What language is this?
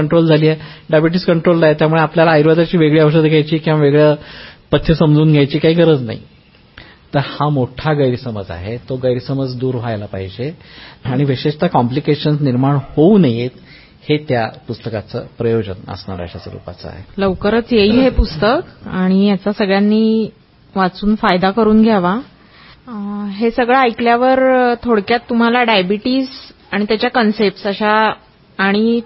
Marathi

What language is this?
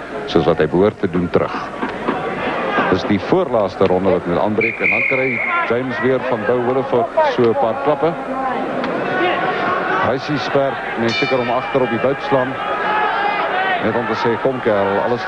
Afrikaans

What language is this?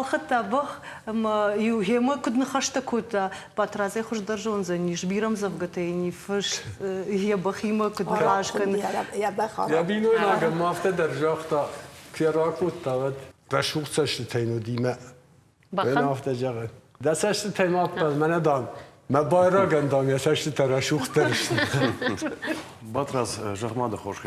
Ossetic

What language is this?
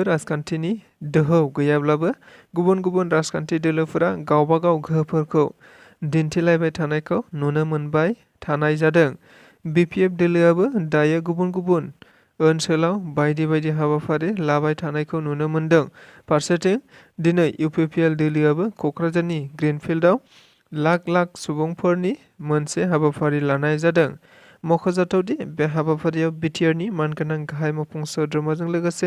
Bodo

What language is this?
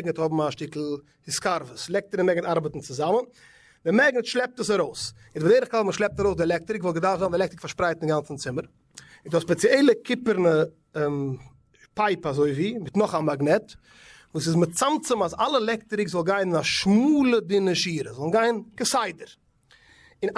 Yiddish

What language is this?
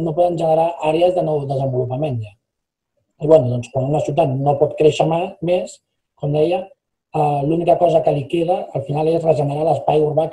Catalan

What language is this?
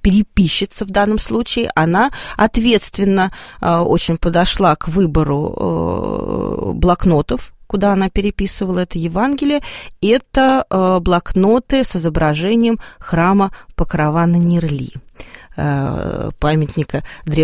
Russian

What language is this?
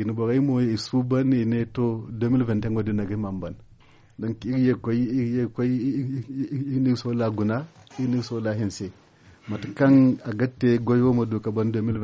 Zarma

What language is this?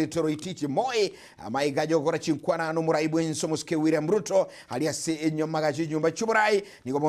Gusii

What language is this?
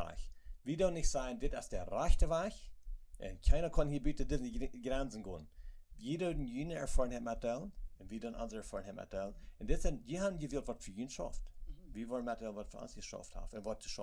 Plautdietsch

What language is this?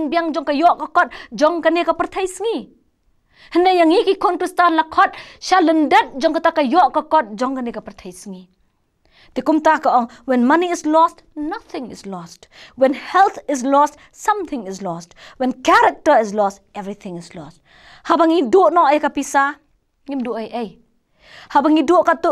Khasi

